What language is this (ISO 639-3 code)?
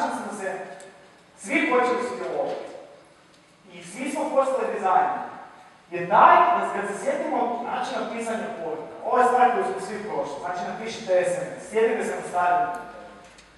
hrv